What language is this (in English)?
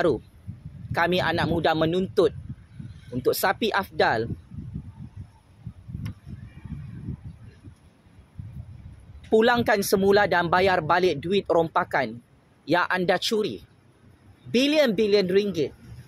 Malay